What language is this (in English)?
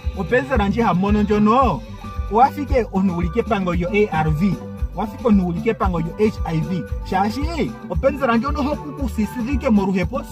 Ndonga